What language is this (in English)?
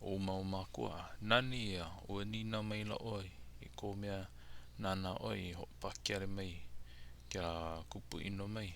Hawaiian